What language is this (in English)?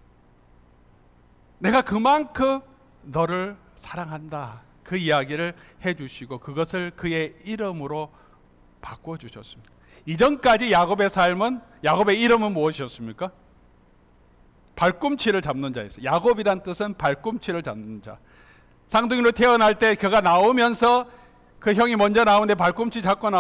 Korean